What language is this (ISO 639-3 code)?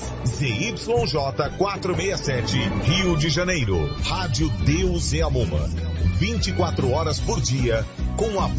por